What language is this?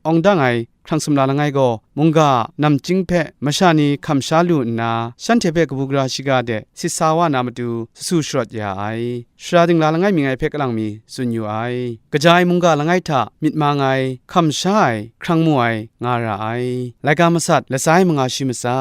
Kachin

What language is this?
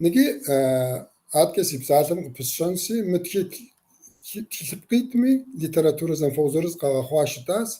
Kabardian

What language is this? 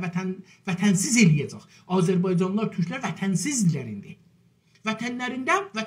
South Azerbaijani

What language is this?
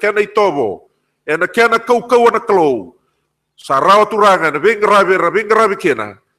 Fijian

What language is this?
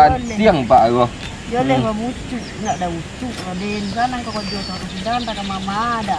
Minangkabau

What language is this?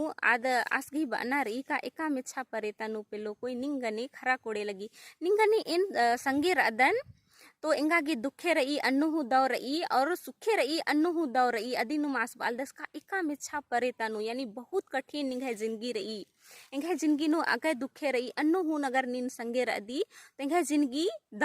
Kurukh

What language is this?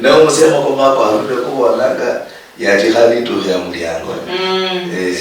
Luyia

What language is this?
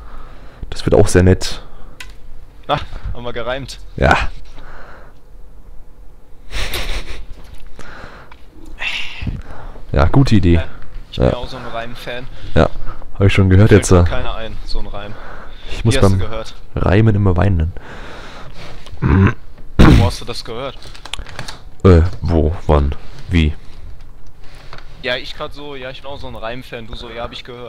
German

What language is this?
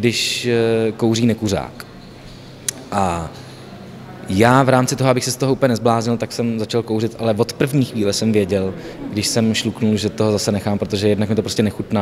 Czech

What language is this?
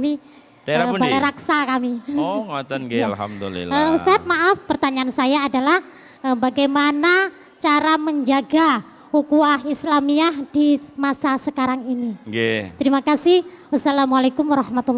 Musi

